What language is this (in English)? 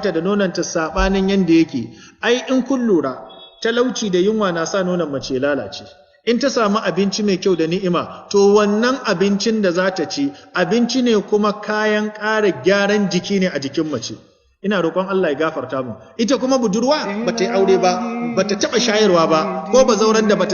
Hausa